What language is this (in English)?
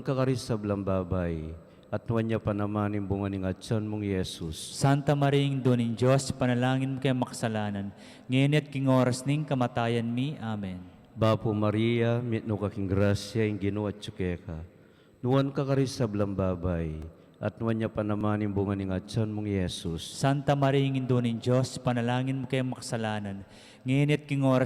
Pampanga